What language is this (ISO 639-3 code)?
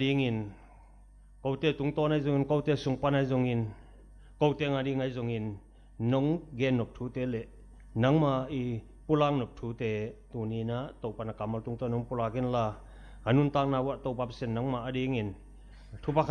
ctd